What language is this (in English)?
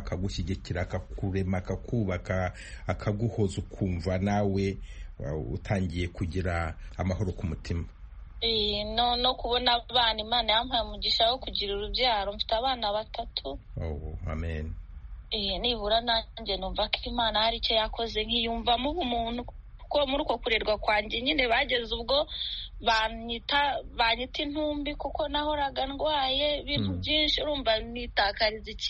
Kinyarwanda